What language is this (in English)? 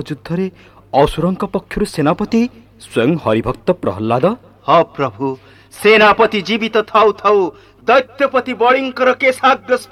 Odia